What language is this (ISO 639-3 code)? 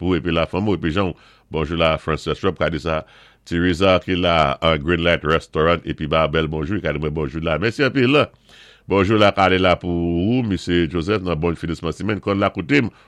acf